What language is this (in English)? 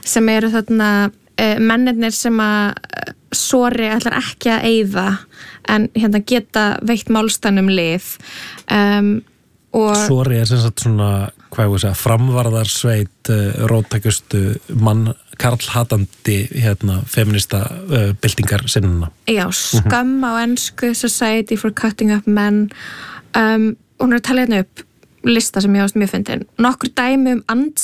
Icelandic